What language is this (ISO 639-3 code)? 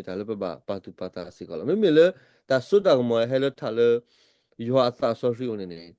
ksw